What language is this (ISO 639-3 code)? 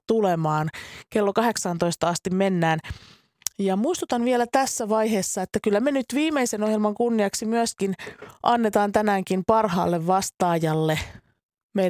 fin